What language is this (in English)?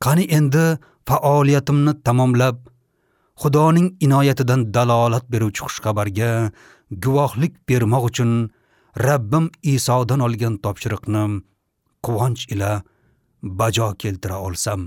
Uzbek